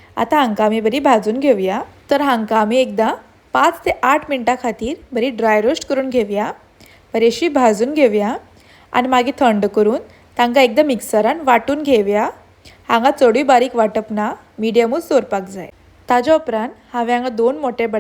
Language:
Konkani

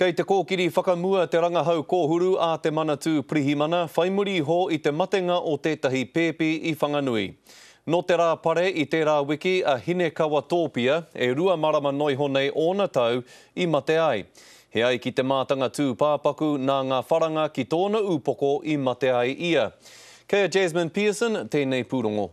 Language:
Māori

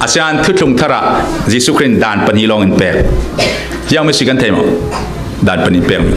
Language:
Falam Chin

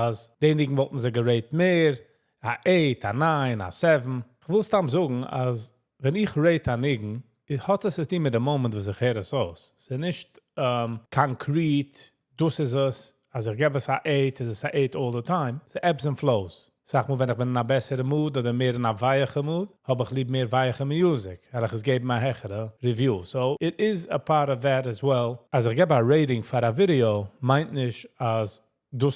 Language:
Yiddish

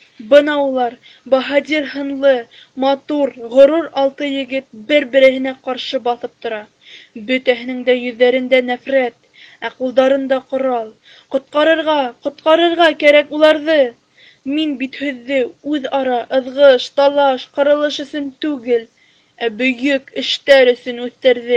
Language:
Bashkir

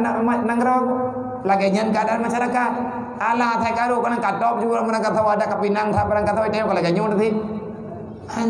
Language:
Achinese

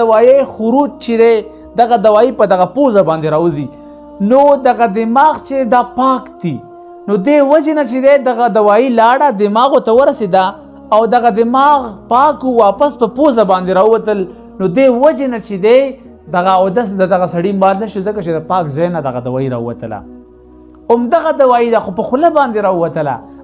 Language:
Pashto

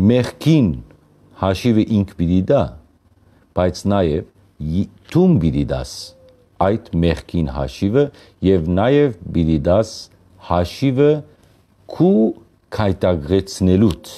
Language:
Western Armenian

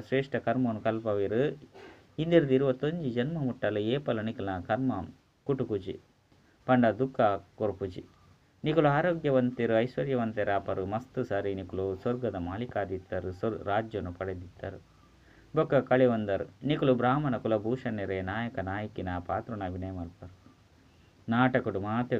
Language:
Tulu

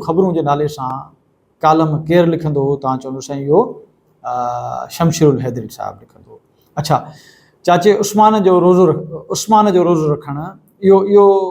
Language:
Sindhi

